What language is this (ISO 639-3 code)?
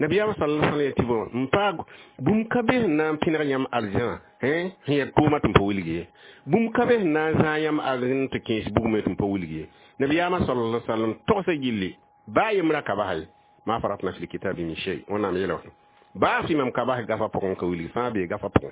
mos